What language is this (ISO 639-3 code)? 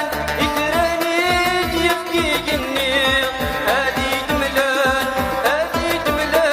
kab